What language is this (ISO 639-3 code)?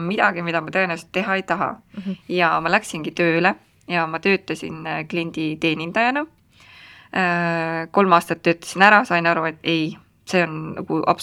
est